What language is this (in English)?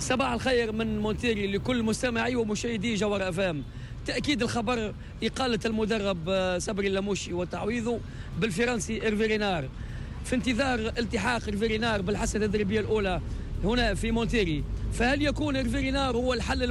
Tunisian Arabic